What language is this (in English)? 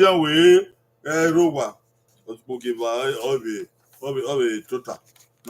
Bini